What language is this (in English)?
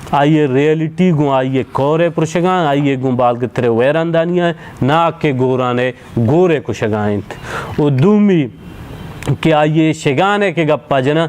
Baluchi